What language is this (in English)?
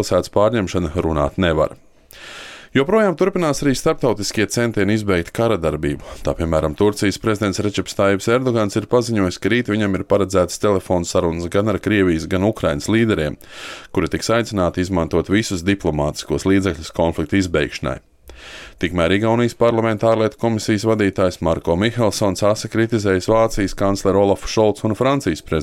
Latvian